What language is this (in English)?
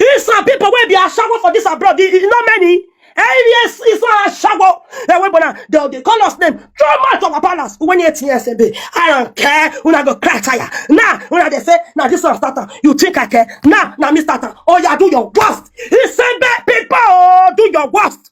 Nigerian Pidgin